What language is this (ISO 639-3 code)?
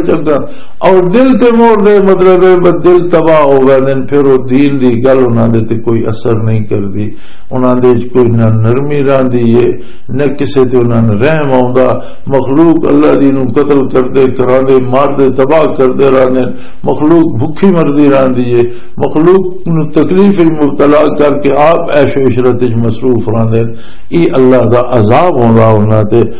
lah